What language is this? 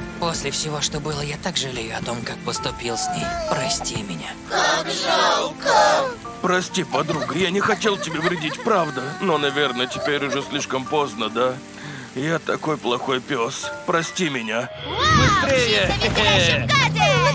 Russian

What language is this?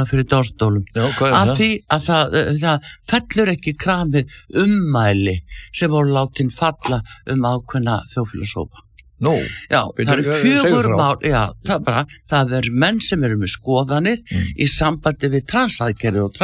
Icelandic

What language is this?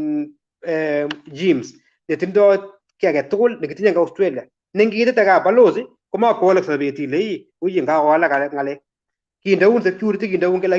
Kalenjin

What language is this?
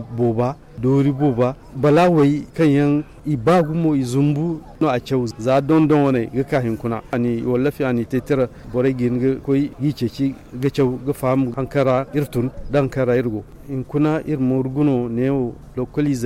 Zarma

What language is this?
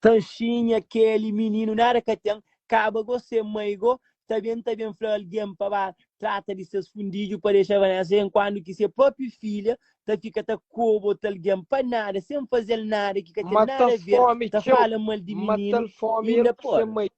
Kabuverdianu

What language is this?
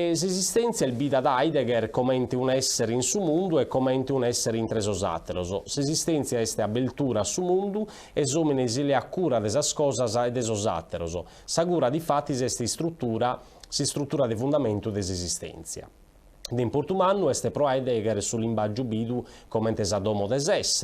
Sardinian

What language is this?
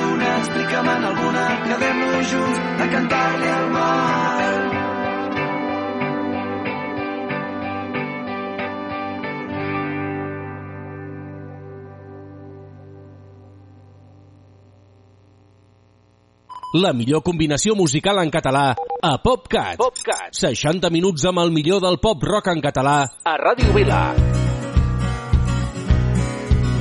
Catalan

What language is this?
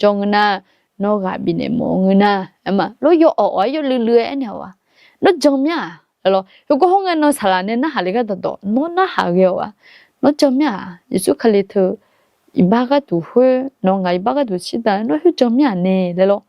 Akha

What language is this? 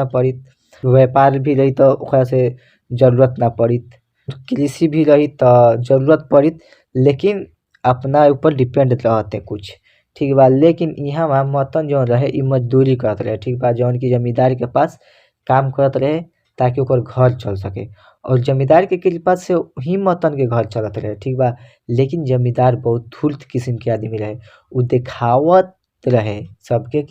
Bhojpuri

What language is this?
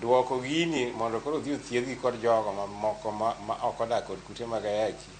Luo (Kenya and Tanzania)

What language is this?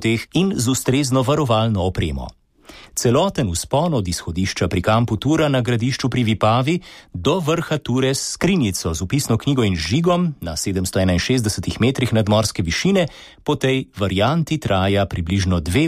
Slovenian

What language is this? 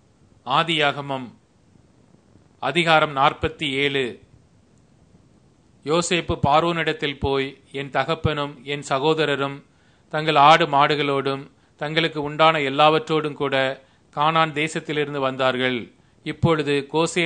Tamil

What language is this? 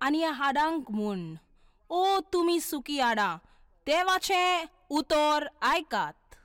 Konkani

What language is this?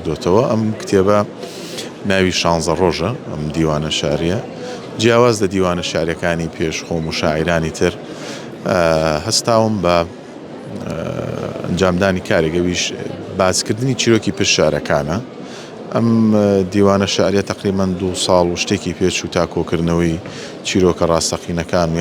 Central Kurdish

